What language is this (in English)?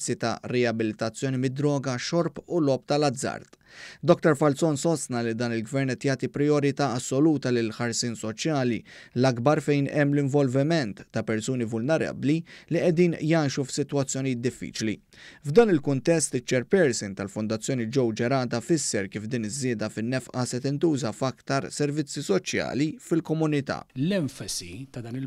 Maltese